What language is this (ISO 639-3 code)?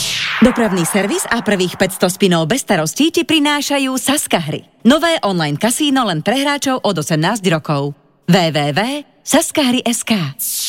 slk